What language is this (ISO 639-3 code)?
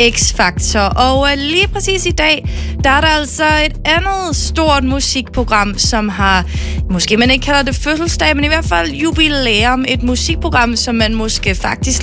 dan